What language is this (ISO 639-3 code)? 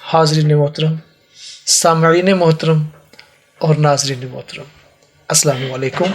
lah